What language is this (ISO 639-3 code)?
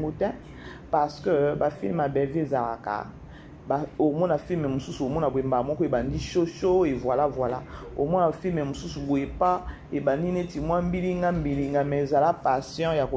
lin